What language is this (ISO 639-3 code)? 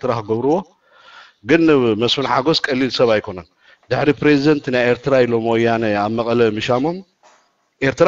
tir